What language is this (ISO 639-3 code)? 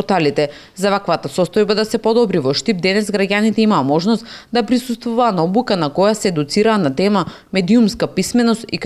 mkd